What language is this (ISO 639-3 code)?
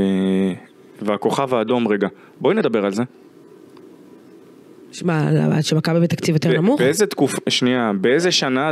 heb